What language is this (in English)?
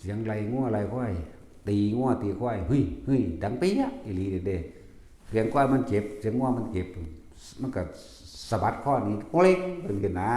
Northeastern Thai